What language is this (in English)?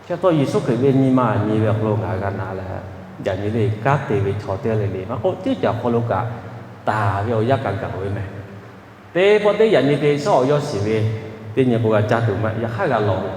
Lahu